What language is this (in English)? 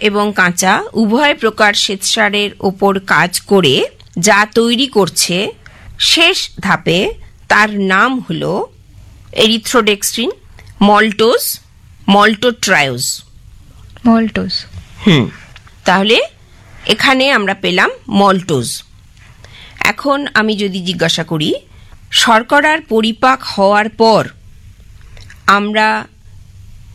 Bangla